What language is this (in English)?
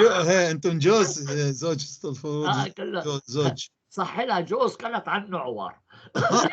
North Levantine Arabic